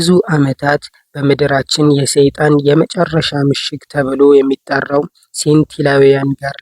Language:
Amharic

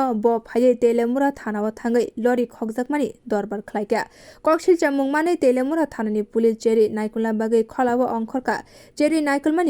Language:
Kok Borok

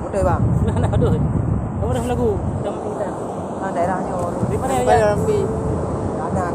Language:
Achinese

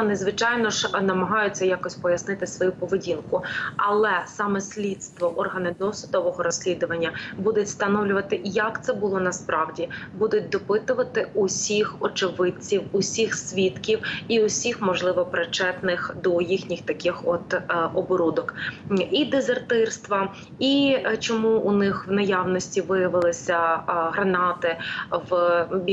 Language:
Ukrainian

